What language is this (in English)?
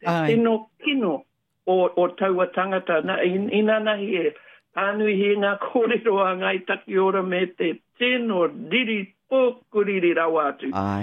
Māori